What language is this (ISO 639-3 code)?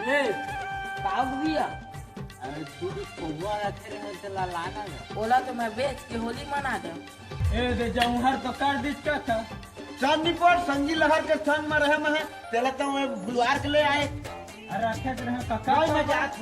hne